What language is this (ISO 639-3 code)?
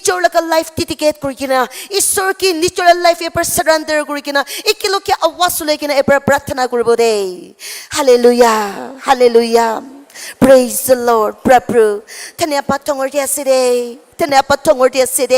nag